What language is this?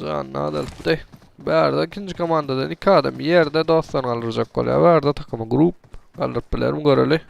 Turkmen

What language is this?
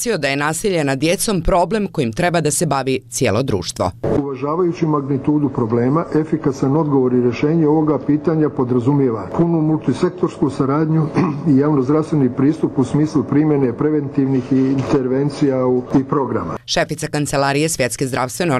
Bosnian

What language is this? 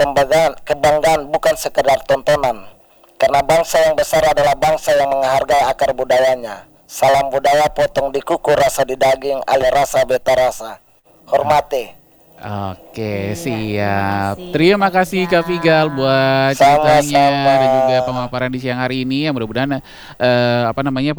Indonesian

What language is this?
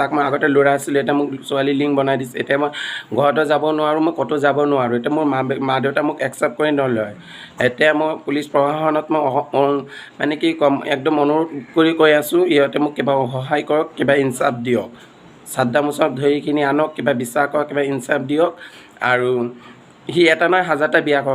Assamese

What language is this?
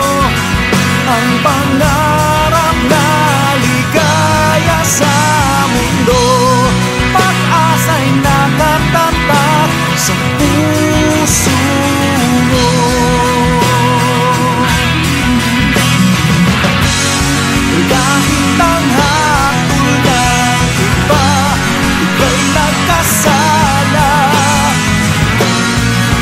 Filipino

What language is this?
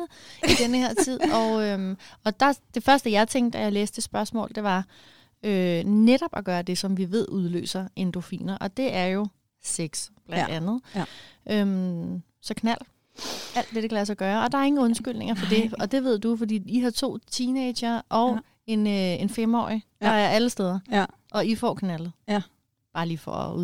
Danish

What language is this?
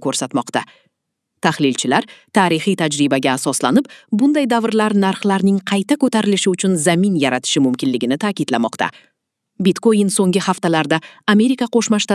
Uzbek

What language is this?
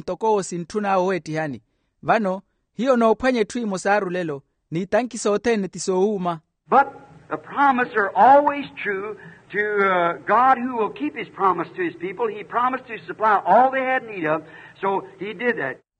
Makhuwa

